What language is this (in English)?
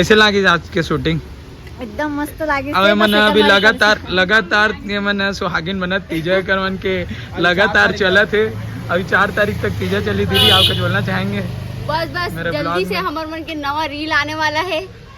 Chhattisgarhi